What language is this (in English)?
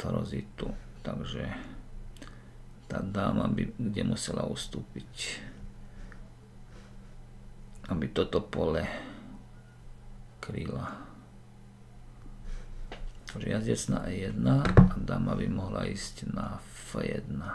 Slovak